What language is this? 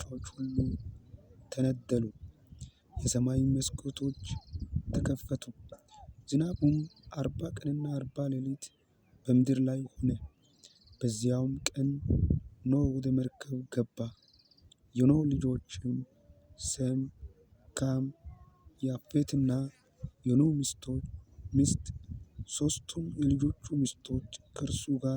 Amharic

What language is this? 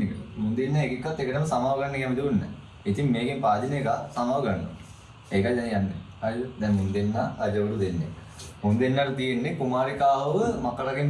Sinhala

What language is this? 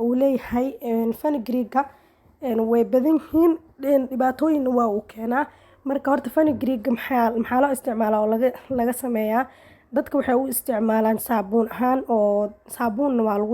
Somali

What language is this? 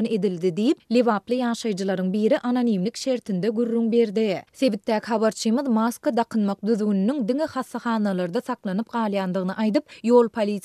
Turkmen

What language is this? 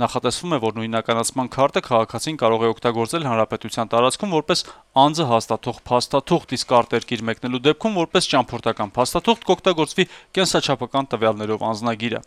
Armenian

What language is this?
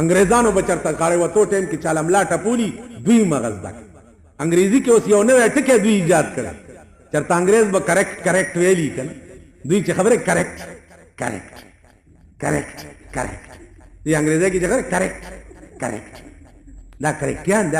Pashto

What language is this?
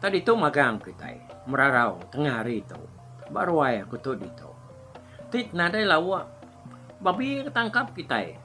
Iban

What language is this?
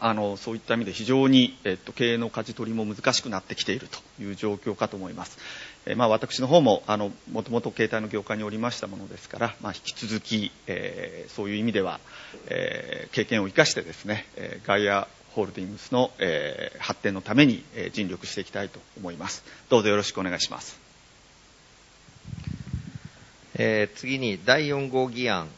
Japanese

